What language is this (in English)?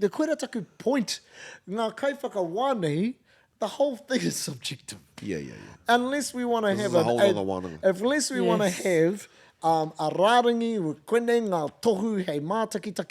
Māori